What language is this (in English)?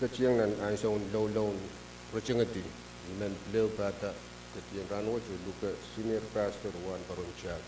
Pohnpeian